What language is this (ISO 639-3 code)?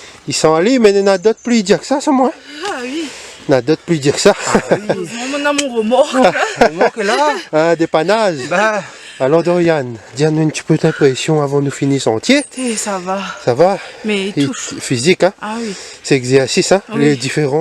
rcf